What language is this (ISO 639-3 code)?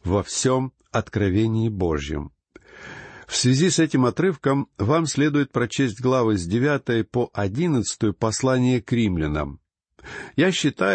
rus